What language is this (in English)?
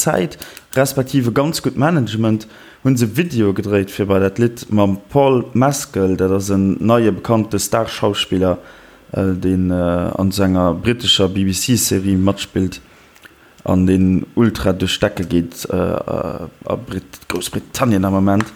Luxembourgish